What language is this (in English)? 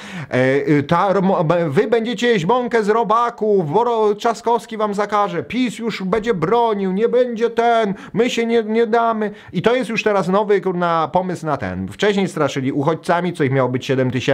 Polish